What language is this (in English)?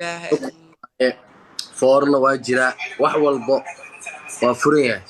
Somali